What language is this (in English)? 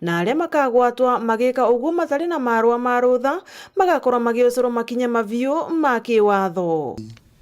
Meru